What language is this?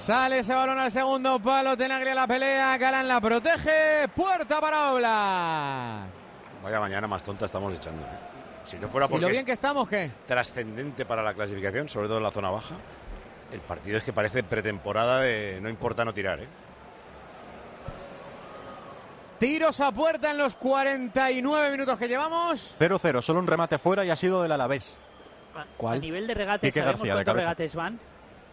Spanish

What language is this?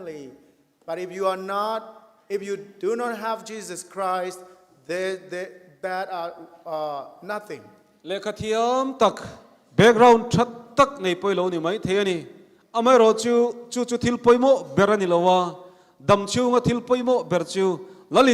Mizo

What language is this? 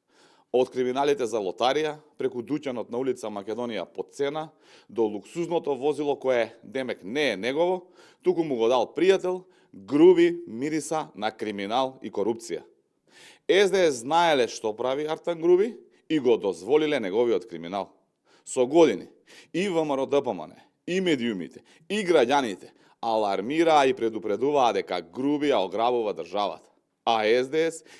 Macedonian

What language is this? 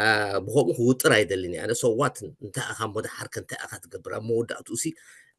Tigrinya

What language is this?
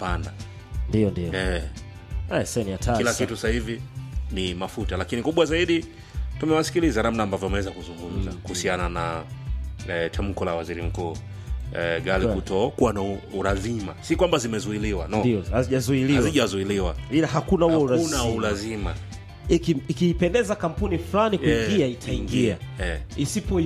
Swahili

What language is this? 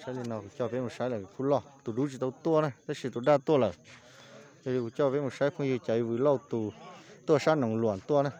Hmong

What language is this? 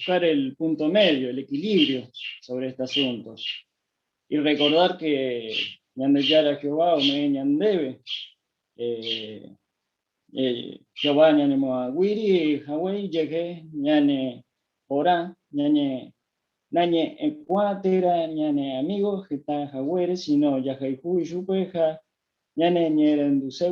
Guarani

